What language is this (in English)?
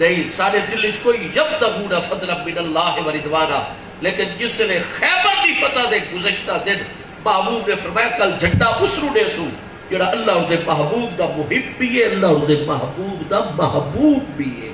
Saraiki